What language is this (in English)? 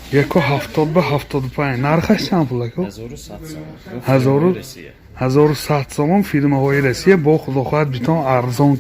Tajik